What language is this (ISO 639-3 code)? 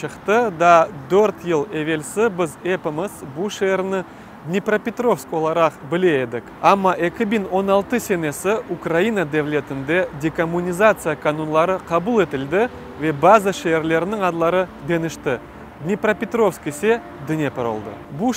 crh